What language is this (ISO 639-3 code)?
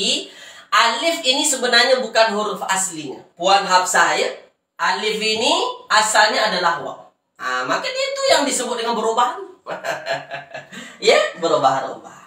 msa